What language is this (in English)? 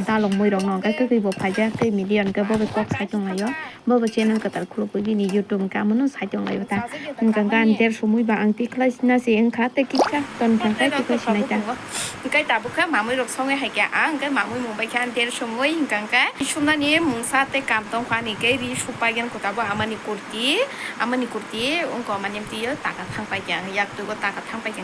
Kok Borok